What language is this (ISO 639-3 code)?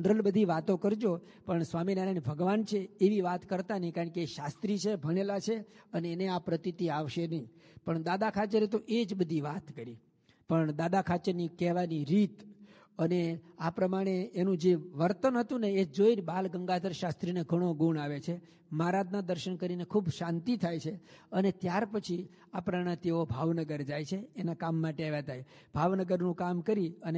guj